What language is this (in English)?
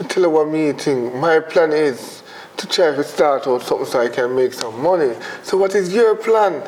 Jamaican Creole English